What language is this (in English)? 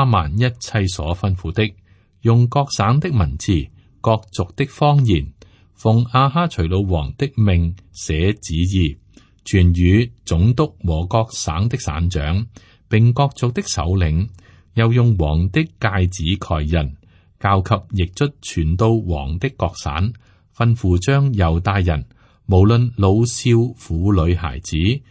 Cantonese